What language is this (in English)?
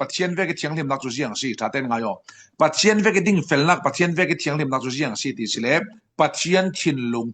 Falam Chin